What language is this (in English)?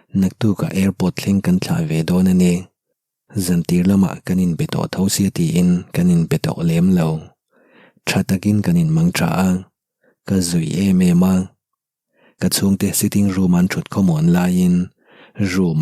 Mizo